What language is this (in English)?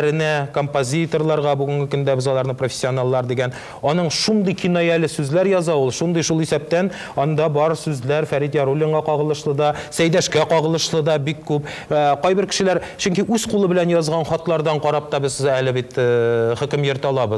Tatar